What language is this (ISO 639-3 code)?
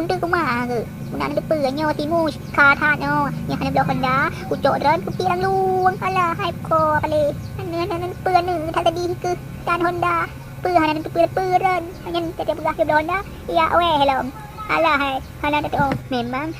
ace